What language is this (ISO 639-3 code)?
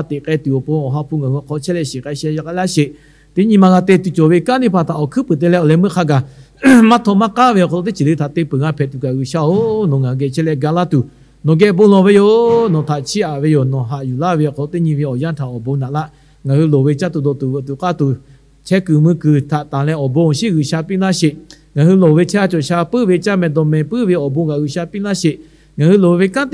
lhu